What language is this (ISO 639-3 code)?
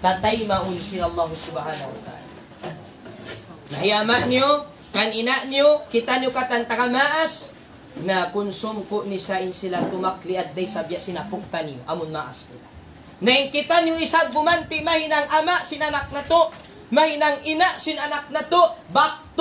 tsg